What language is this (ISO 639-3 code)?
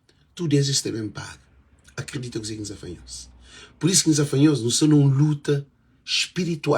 kea